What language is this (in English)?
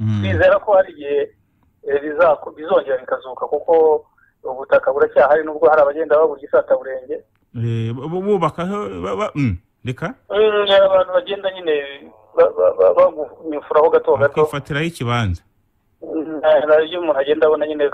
Kinyarwanda